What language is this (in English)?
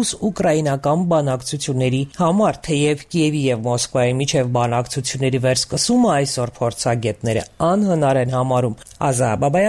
Armenian